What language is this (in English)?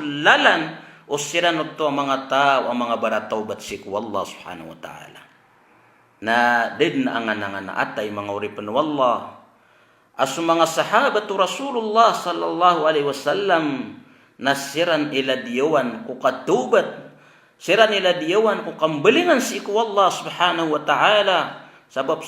Maranao